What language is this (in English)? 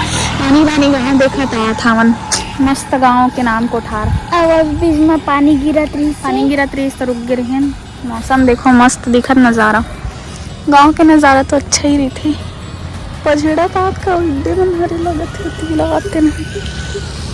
Chhattisgarhi